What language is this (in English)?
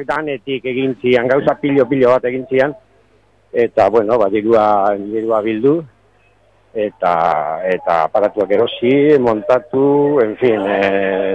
Basque